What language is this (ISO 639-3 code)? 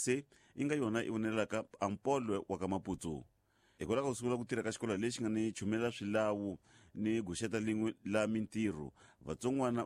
tso